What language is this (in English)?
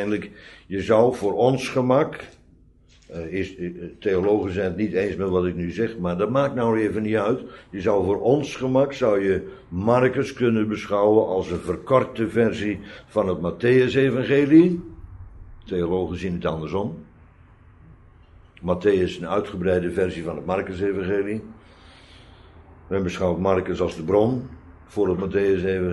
Dutch